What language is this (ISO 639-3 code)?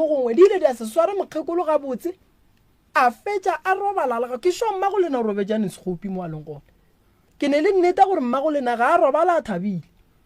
nso